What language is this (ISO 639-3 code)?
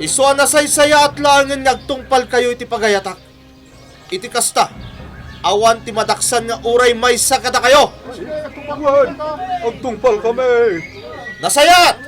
ilo